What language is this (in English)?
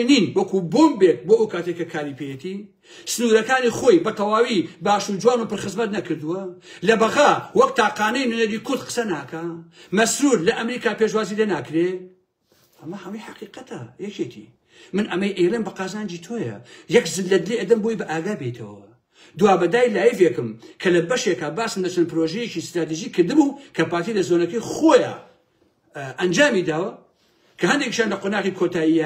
Central Kurdish